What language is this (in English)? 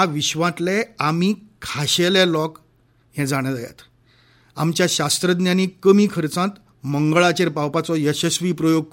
Konkani